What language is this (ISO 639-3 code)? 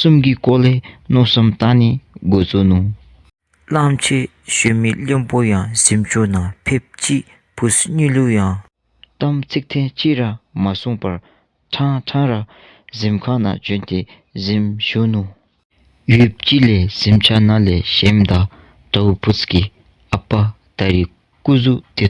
dzo